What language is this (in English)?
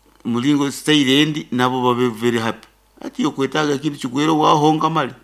Nyoro